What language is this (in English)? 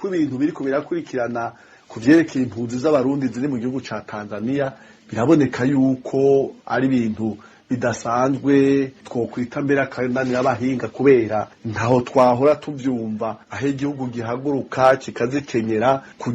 Rundi